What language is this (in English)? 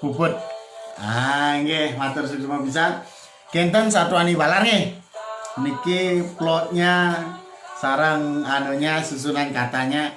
Balinese